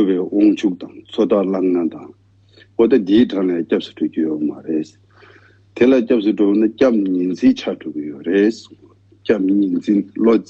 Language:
Tibetan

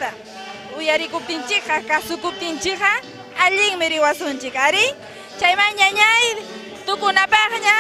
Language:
Ayacucho Quechua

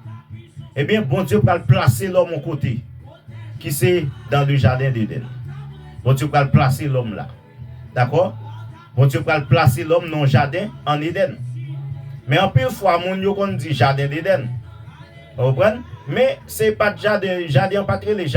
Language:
Haitian Creole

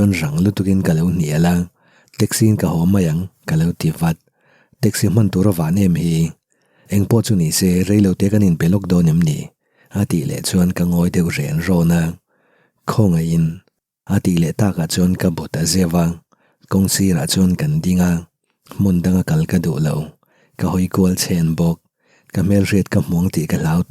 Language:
Mizo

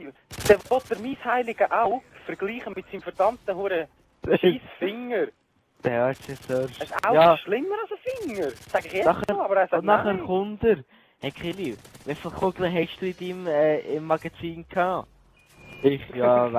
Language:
Swiss German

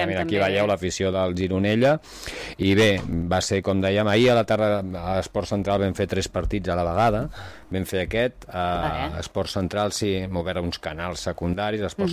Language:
Catalan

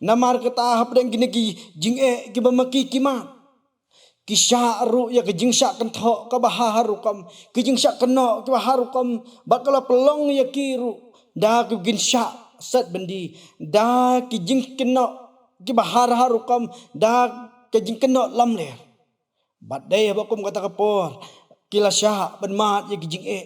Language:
Khasi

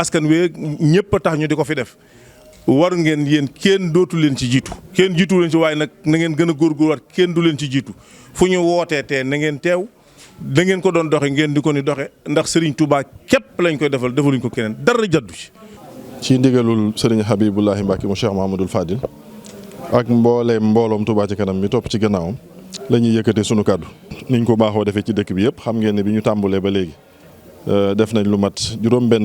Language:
Wolof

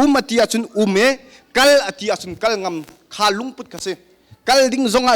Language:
Hakha Chin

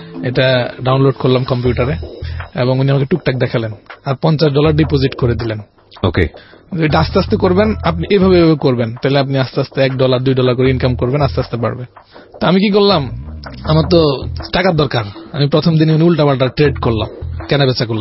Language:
Bangla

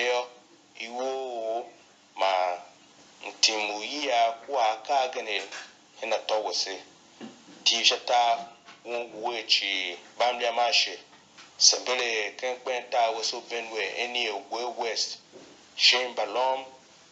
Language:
Tiv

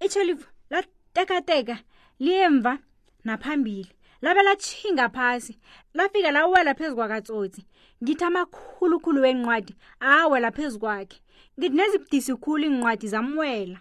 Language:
South Ndebele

